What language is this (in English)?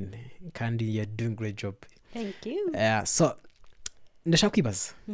Kinyarwanda